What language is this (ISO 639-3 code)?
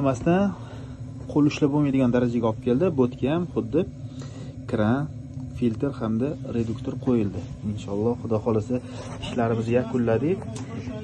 uzb